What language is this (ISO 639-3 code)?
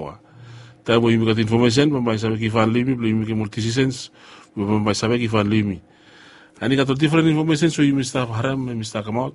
bis